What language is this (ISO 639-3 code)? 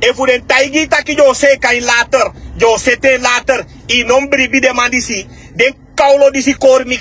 srn